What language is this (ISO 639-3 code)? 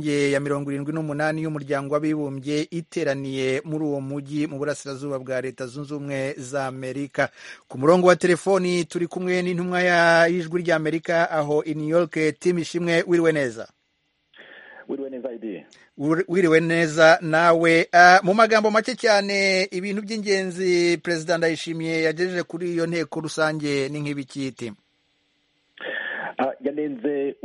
kin